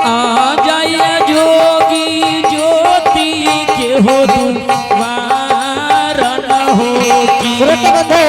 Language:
Angika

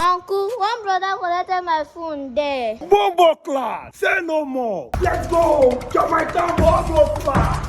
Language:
Nigerian Pidgin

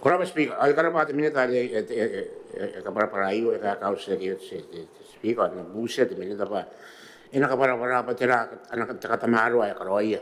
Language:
Gilbertese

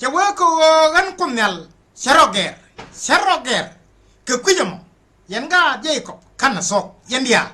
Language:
Nuer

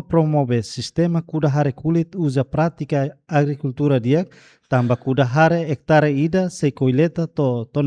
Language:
Tetum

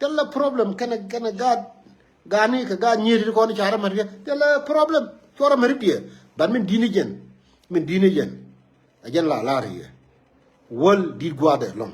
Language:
Nuer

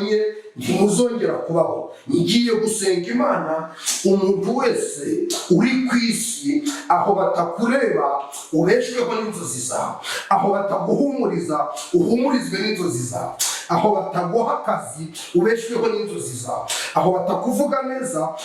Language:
Kinyarwanda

